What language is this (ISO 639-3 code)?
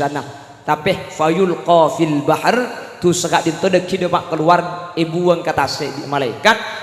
mad